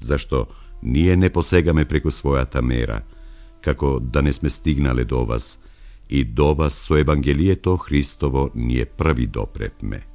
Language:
Macedonian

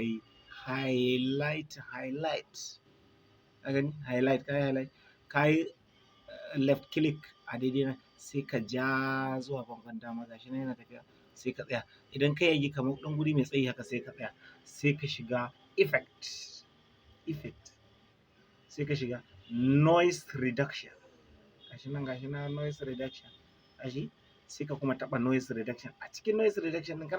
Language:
Hausa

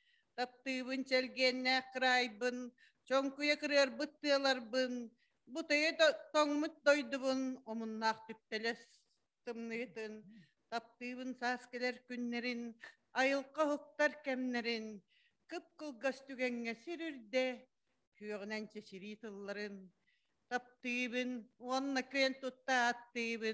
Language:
Yakut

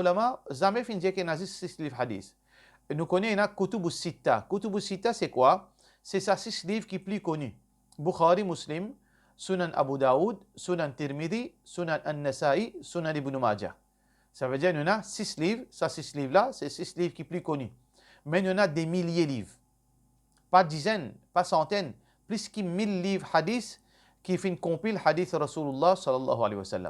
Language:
Morisyen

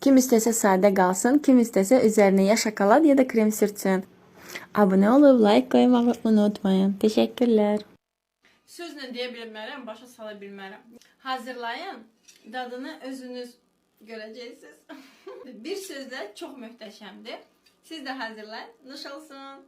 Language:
Azerbaijani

